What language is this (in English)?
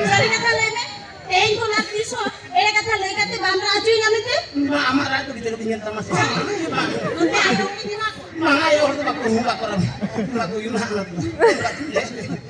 Santali